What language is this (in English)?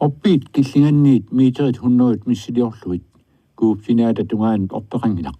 Kalaallisut